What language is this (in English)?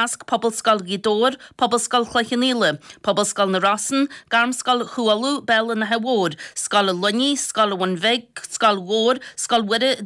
Irish